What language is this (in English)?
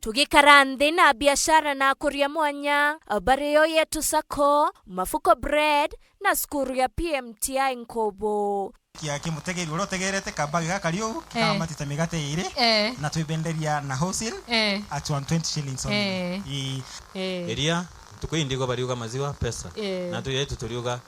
Meru